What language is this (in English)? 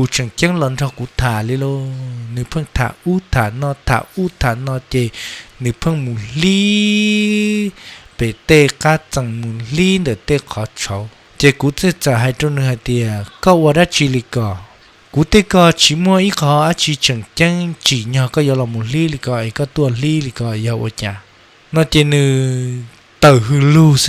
Hmong